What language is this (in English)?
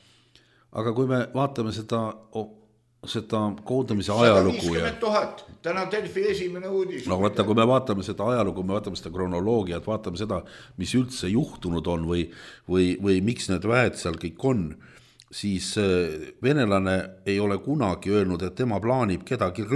Estonian